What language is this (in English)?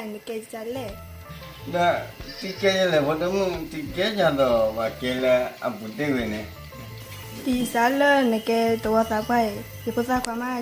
S'gaw Karen